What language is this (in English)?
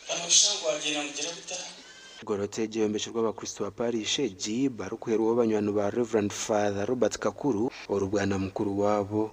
Nyankole